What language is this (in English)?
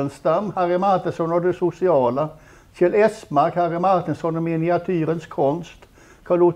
Swedish